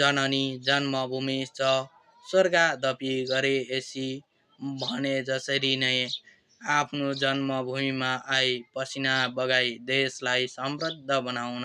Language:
Nepali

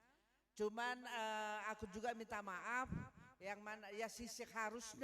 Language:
Batak Karo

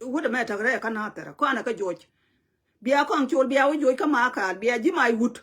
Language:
Nuer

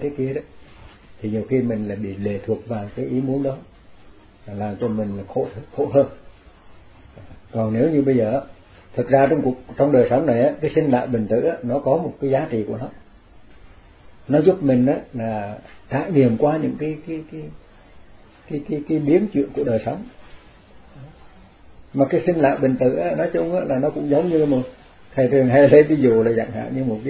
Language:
Vietnamese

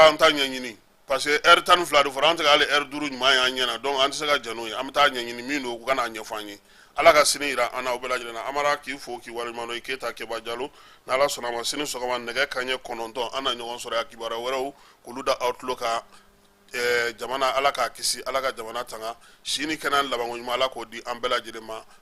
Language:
Bambara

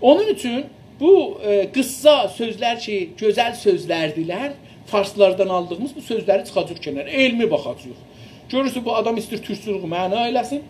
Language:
South Azerbaijani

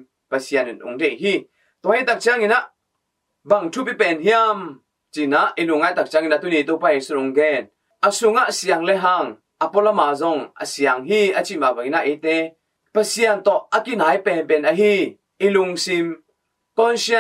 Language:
Tedim Chin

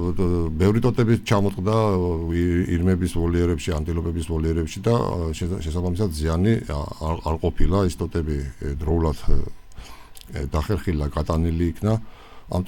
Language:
Georgian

